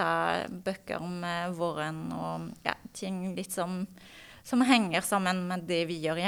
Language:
Norwegian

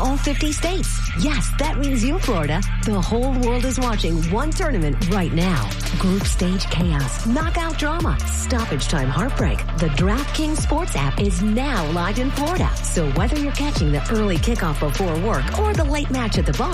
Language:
English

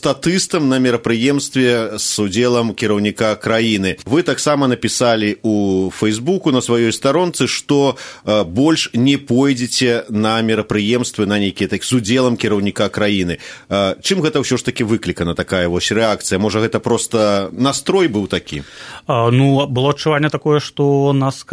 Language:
Belarusian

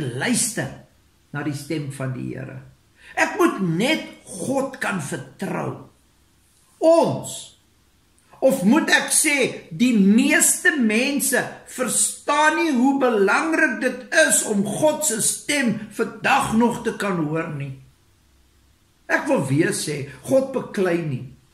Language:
Afrikaans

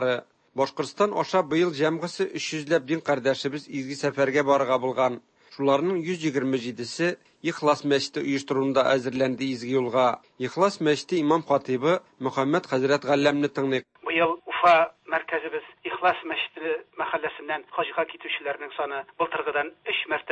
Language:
Tatar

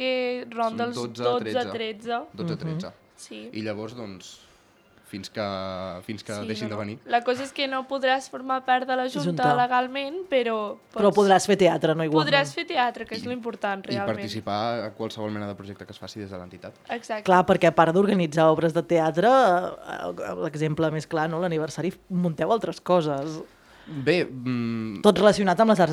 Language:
Catalan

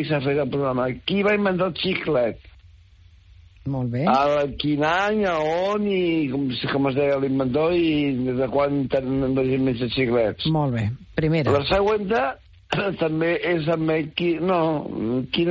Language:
Catalan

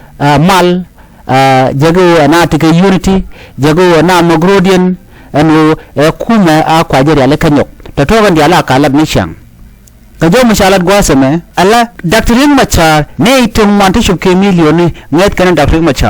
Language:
Nuer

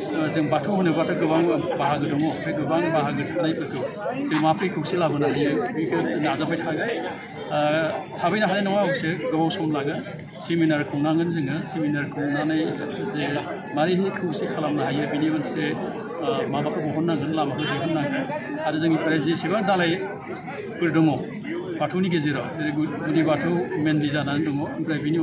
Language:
Bodo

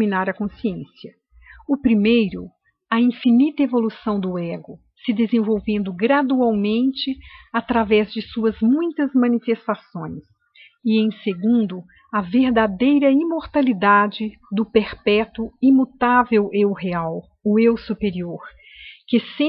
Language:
Portuguese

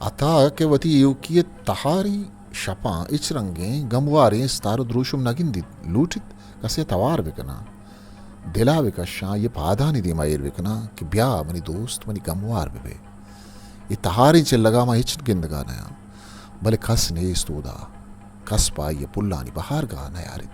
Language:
Eastern Balochi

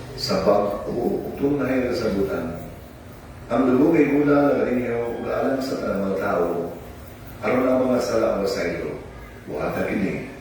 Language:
Cebuano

